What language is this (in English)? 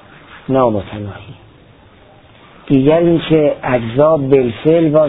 Persian